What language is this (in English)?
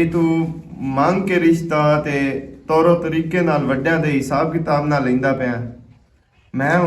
Western Panjabi